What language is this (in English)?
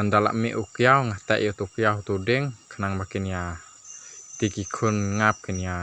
Khasi